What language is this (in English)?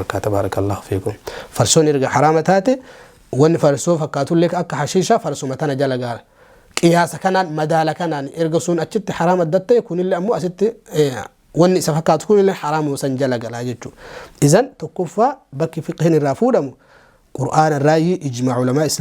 Oromo